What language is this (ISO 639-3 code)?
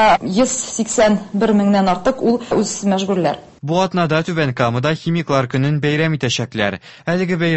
tat